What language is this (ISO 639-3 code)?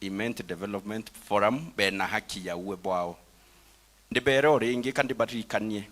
mer